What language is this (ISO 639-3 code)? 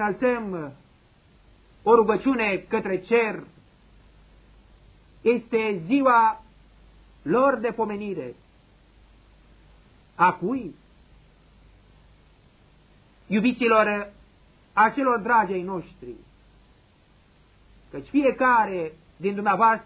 ron